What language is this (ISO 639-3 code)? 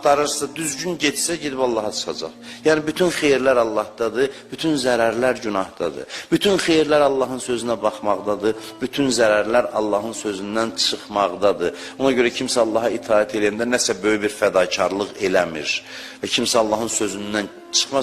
aze